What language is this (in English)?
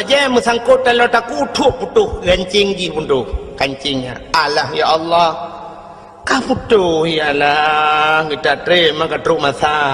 Achinese